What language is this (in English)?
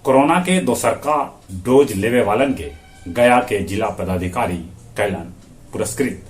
Magahi